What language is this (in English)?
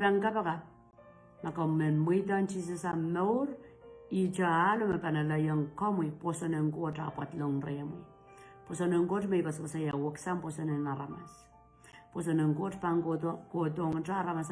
Pohnpeian